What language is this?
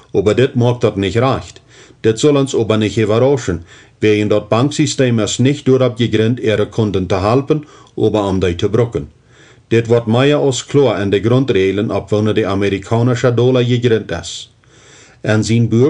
Plautdietsch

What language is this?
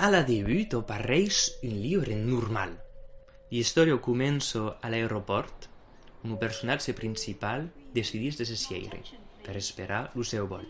Occitan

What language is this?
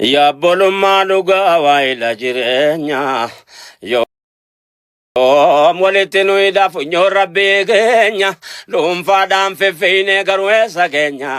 Oromo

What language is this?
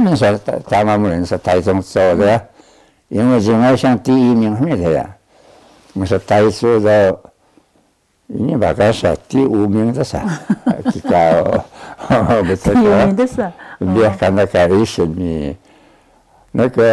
Taroko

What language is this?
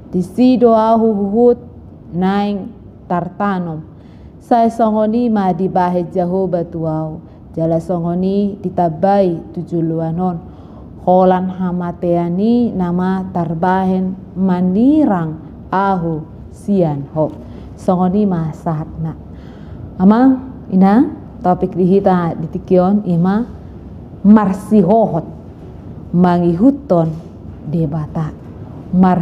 Batak Toba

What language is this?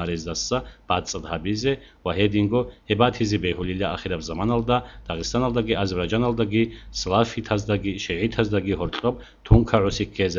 Avaric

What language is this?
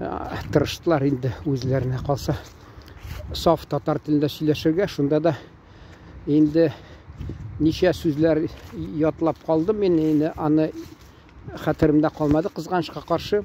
Tatar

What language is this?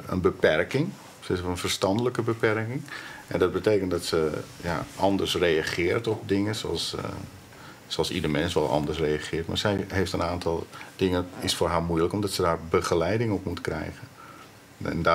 Dutch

